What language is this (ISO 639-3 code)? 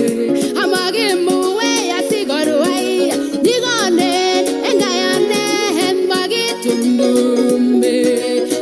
kln